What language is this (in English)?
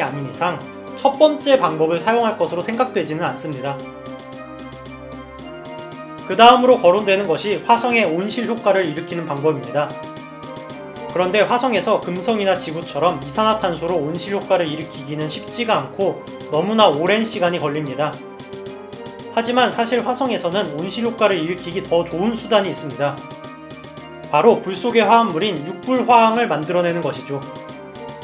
Korean